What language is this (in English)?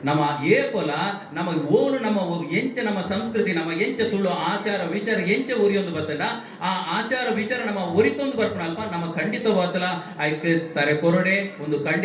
Tulu